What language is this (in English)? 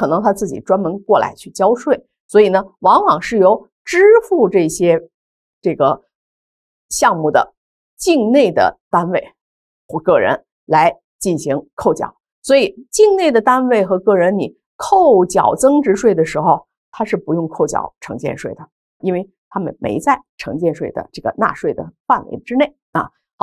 Chinese